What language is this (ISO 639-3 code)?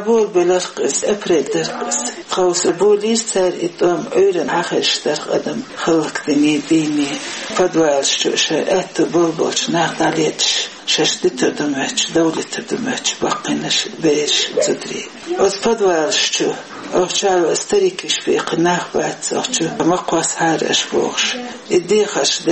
che